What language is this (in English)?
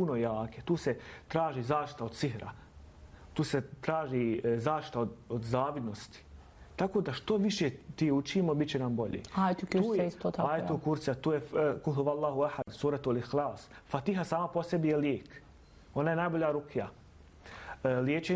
Bosnian